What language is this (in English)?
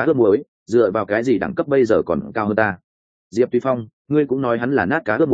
Vietnamese